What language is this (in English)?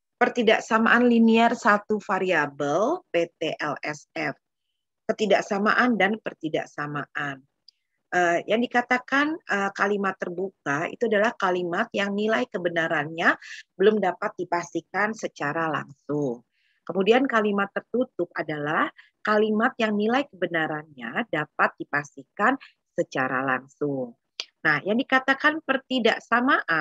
Indonesian